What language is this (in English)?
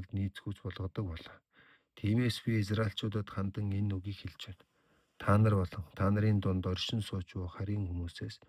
Mongolian